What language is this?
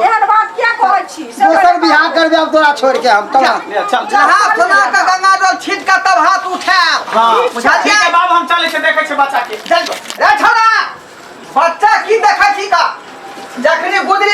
Maithili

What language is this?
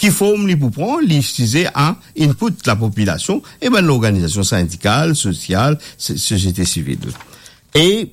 Morisyen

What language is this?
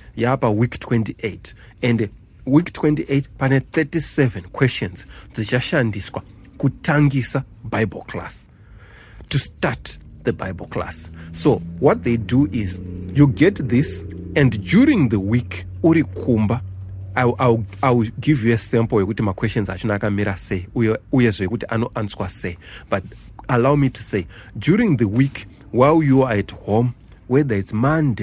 Shona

